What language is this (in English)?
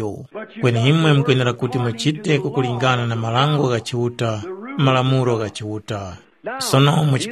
Tumbuka